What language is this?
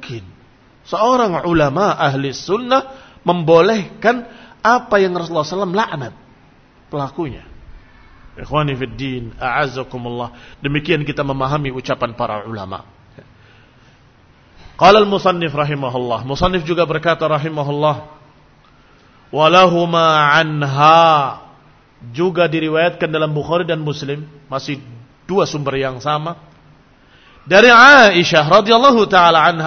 Indonesian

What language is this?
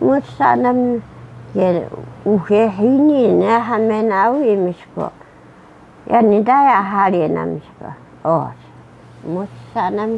Taroko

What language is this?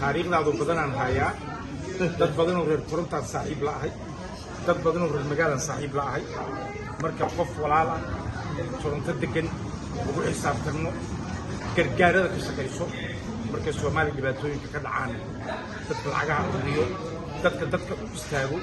Somali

